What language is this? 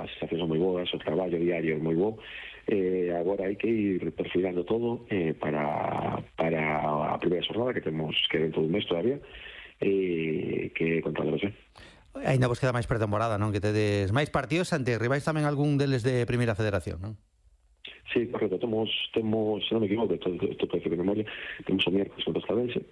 Galician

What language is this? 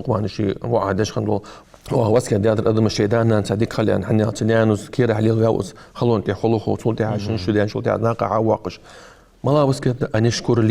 Ingush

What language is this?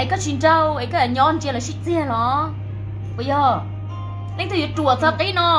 Hmong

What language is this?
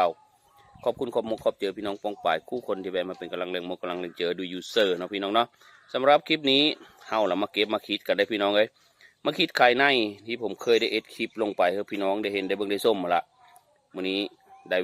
Northeastern Thai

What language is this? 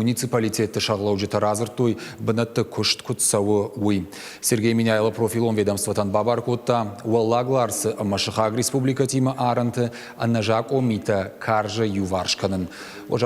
Ossetic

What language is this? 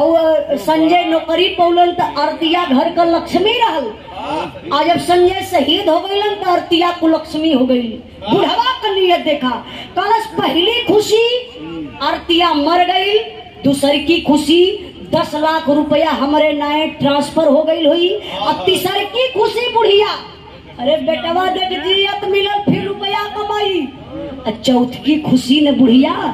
Bhojpuri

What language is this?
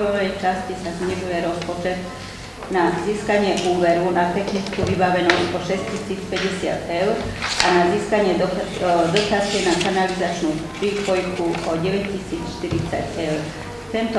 Slovak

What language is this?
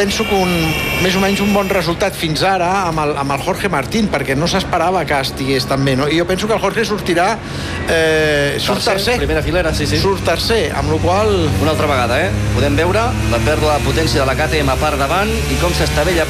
Catalan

